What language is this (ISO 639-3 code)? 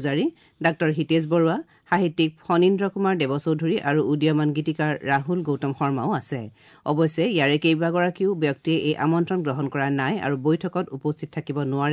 asm